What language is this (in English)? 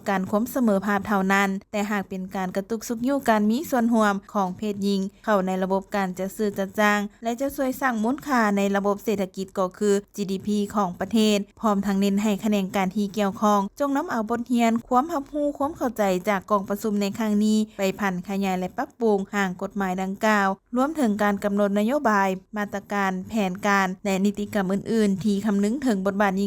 Lao